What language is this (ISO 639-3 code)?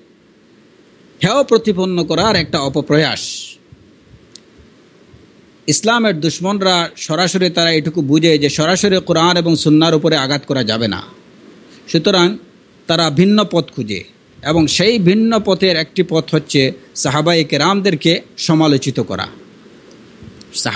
ben